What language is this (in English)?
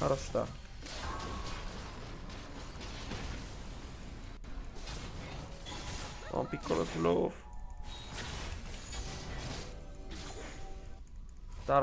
Italian